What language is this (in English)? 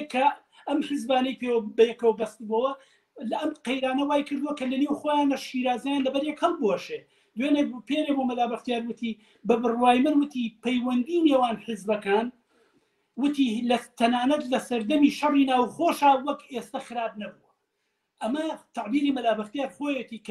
Central Kurdish